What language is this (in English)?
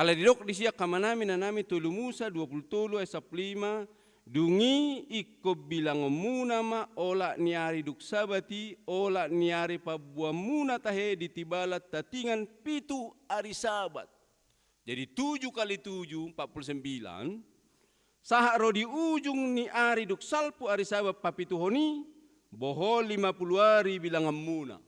Batak Toba